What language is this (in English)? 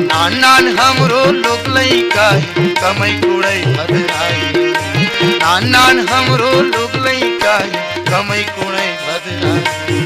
Chhattisgarhi